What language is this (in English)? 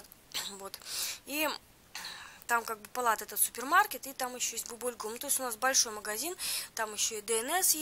Russian